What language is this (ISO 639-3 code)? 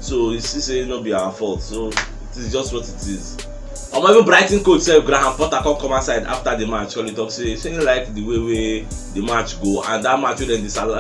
pcm